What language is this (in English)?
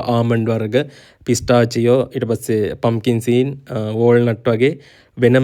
Sinhala